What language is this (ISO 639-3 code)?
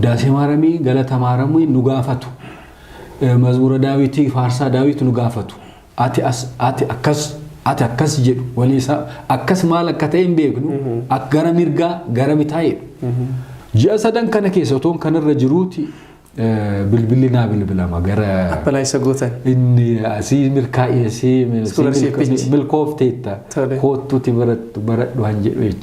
orm